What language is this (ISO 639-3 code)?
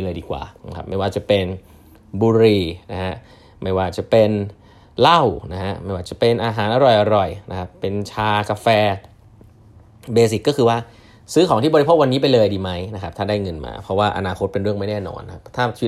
tha